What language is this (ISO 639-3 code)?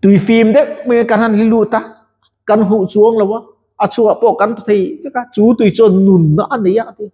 lus